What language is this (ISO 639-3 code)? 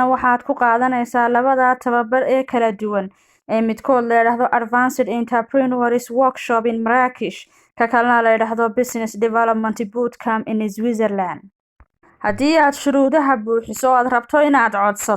som